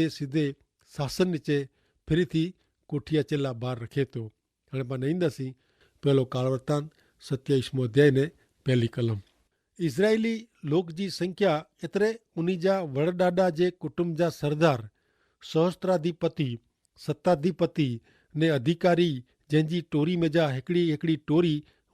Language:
Kachhi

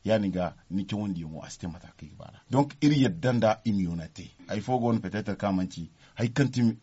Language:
Zarma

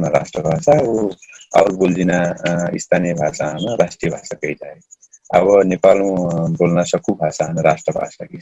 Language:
Dangaura Tharu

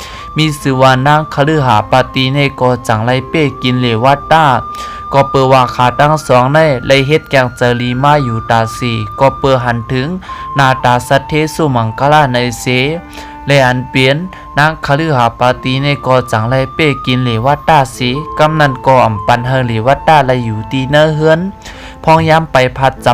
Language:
Shan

